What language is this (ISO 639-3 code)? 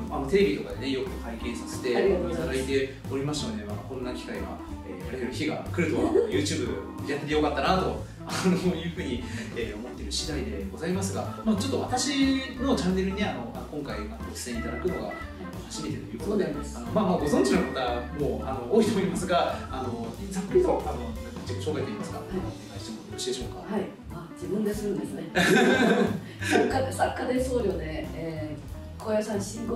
jpn